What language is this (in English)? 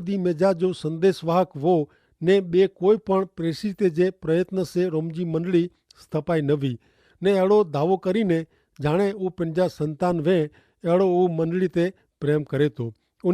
Kachhi